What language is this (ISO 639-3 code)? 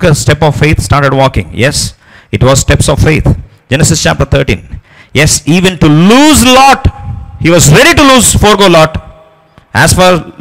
eng